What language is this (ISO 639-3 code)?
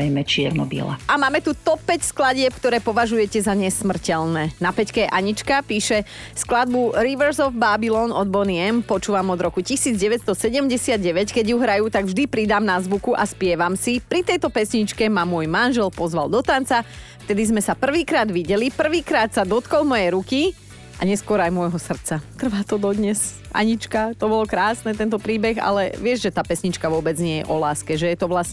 slk